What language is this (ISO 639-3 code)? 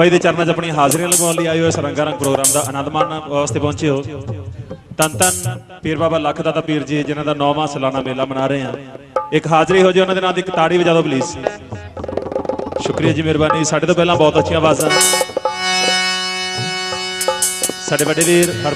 pan